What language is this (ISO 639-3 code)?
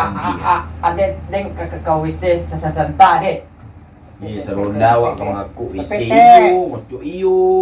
min